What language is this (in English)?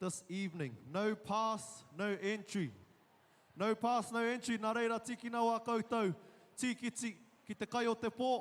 Māori